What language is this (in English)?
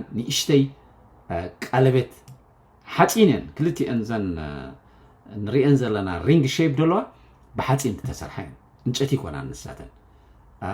Tigrinya